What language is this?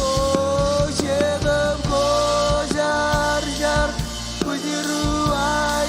Marshallese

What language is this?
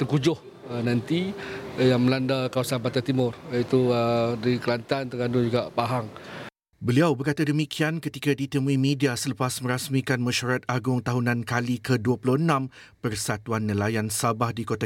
Malay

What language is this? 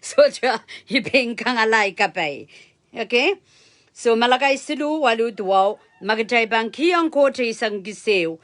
Pohnpeian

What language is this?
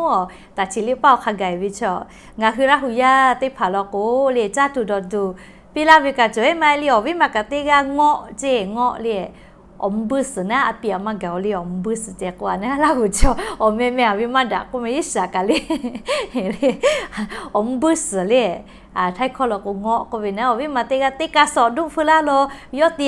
Lahu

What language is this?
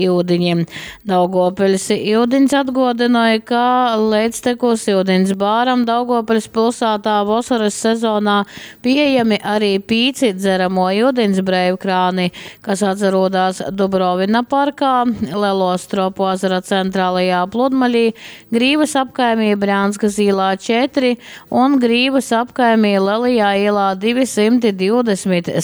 Latgalian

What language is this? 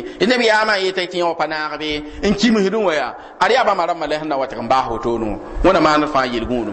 Mossi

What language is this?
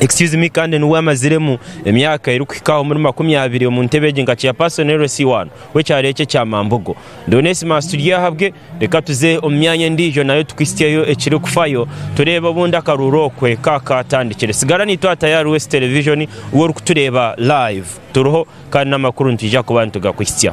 Nyankole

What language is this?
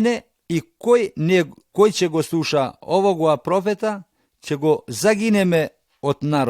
Macedonian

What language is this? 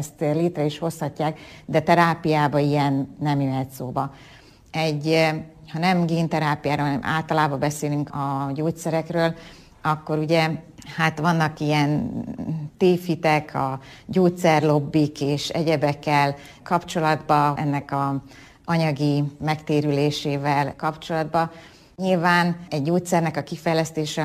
Hungarian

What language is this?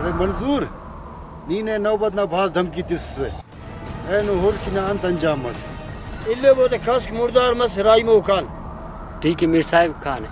Brahui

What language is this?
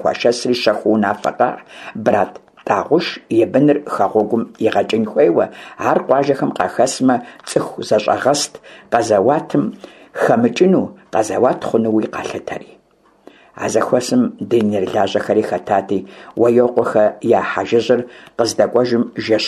Kabardian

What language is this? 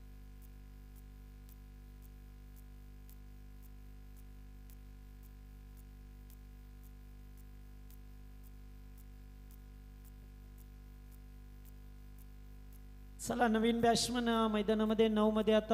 Marathi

